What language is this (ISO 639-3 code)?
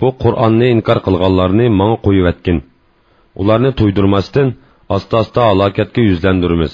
uig